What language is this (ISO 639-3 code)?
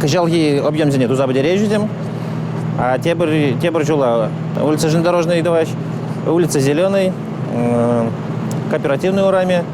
chv